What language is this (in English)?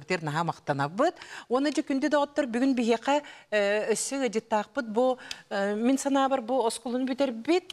Yakut